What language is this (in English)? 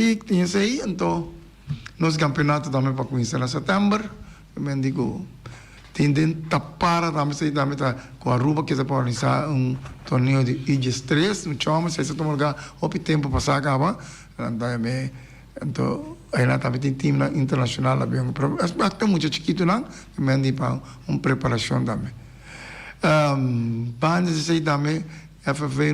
Papiamento